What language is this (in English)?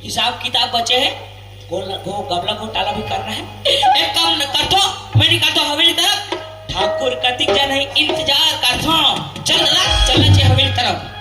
Chhattisgarhi